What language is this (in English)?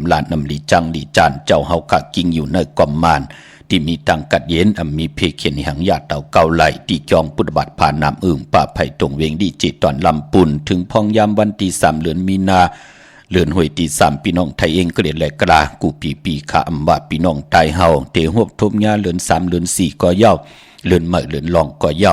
Shan